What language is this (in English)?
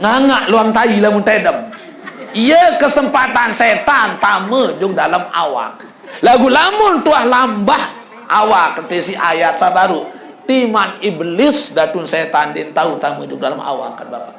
Sasak